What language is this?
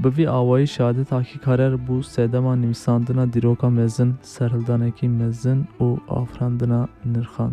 Kurdish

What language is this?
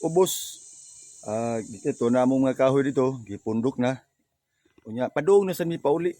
Cebuano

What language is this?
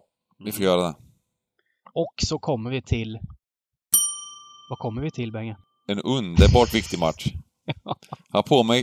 Swedish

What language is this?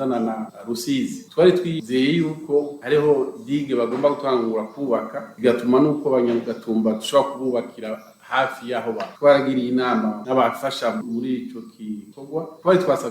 Rundi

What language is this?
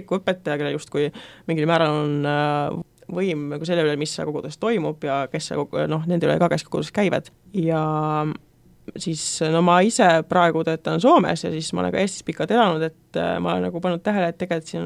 Estonian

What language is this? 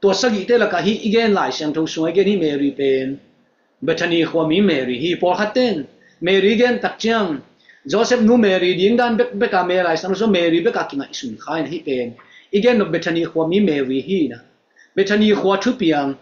Tedim Chin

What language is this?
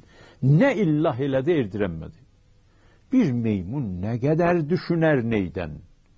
South Azerbaijani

